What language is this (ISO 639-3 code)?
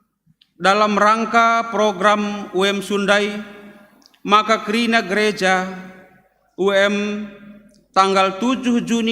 btx